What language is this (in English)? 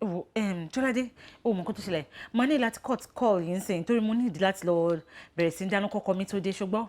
Yoruba